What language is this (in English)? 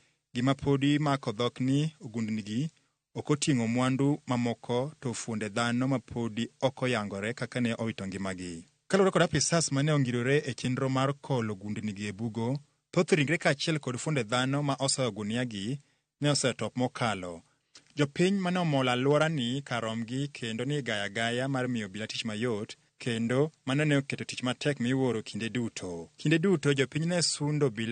Luo (Kenya and Tanzania)